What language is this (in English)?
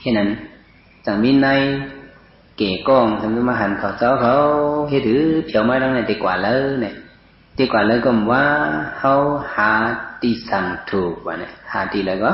Shan